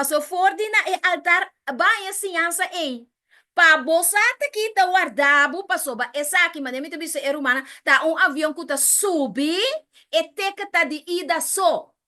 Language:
Papiamento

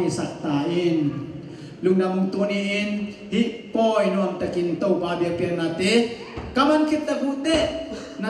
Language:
Tedim Chin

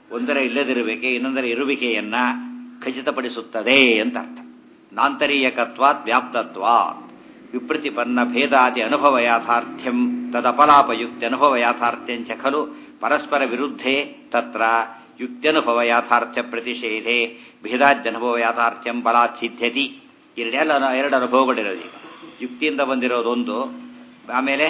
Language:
Kannada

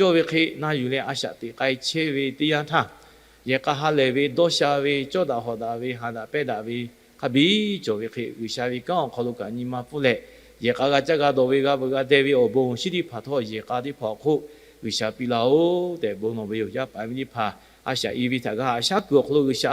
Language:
Lahu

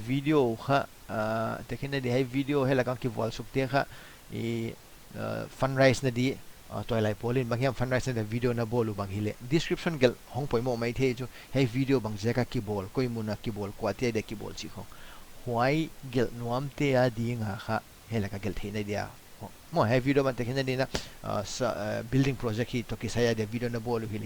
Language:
Paite Chin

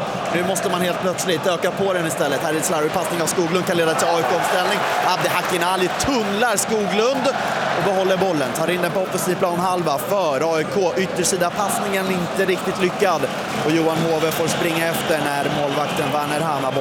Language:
Swedish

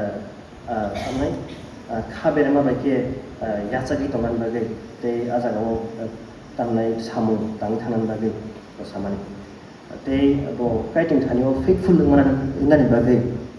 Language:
Kok Borok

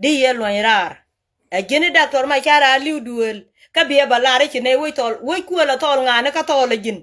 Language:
Nuer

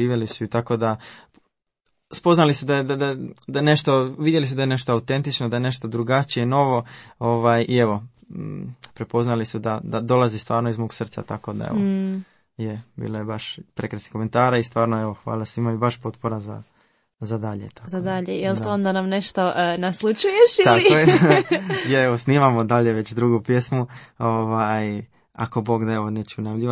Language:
Croatian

